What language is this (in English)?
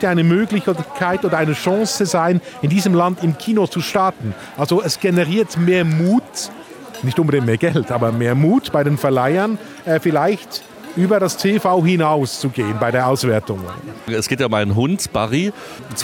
German